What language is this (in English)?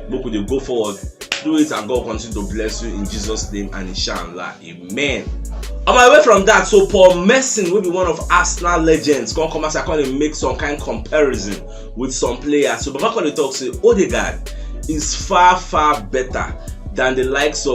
Nigerian Pidgin